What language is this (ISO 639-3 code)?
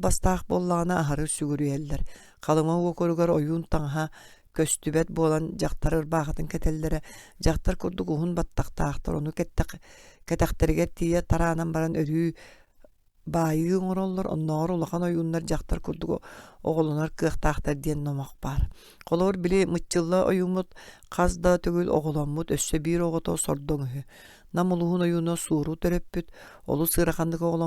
sah